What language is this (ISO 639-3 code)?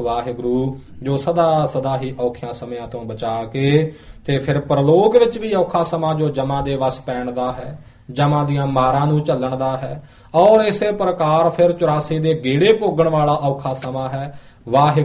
pan